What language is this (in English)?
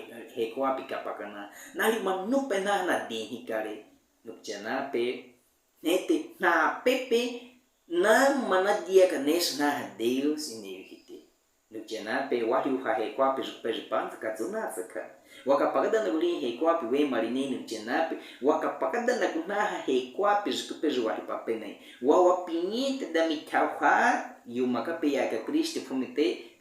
Baniwa